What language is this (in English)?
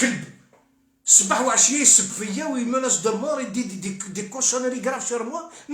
Algerian Arabic